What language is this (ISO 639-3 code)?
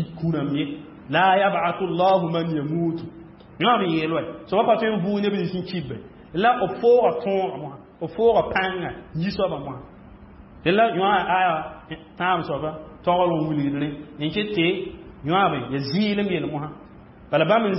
mos